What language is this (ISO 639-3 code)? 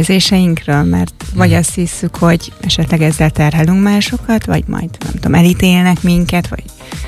hun